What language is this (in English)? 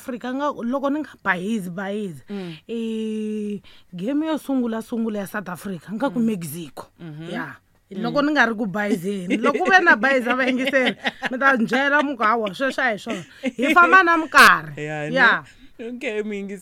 Tsonga